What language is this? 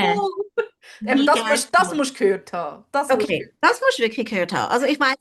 Swiss German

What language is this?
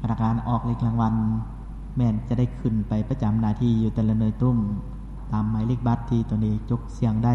Lao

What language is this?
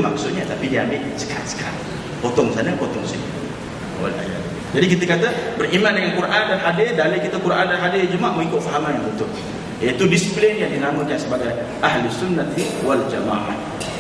Malay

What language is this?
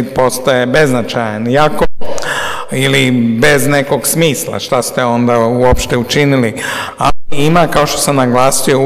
Serbian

